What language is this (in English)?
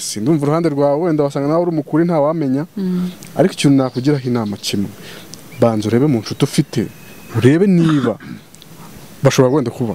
Kinyarwanda